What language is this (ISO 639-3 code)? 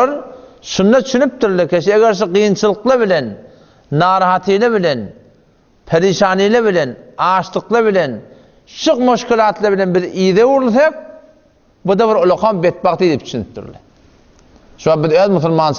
tuk